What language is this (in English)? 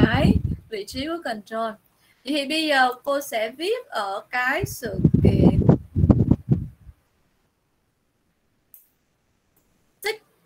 Vietnamese